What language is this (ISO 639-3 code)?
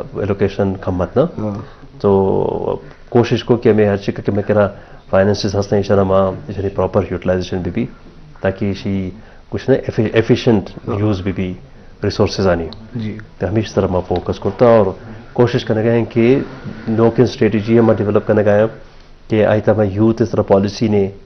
bal